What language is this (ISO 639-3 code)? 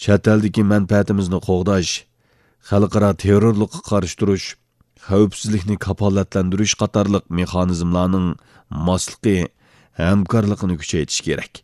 uig